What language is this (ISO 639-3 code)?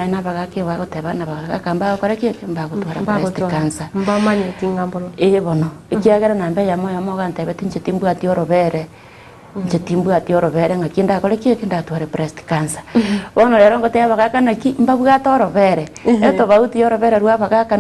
guz